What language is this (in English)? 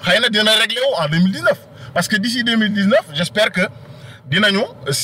Wolof